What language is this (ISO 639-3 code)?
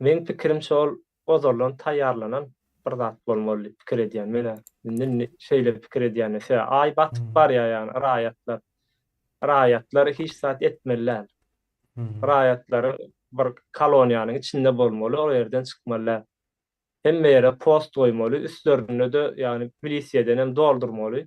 tuk